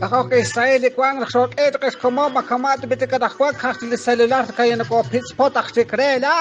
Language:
Kekchí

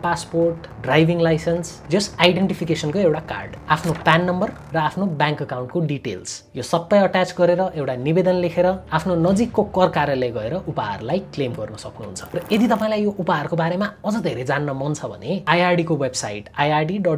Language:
Nepali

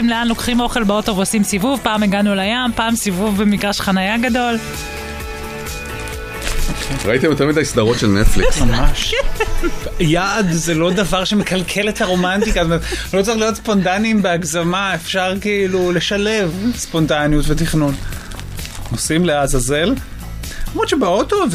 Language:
Hebrew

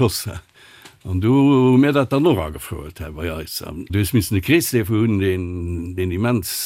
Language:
Luxembourgish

